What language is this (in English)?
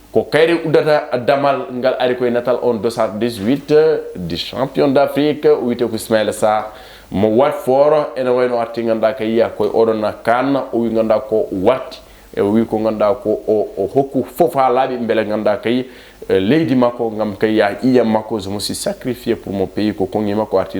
Fula